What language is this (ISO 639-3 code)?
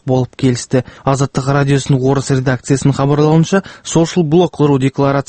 kaz